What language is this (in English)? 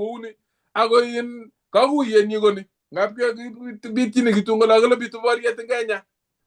Kalenjin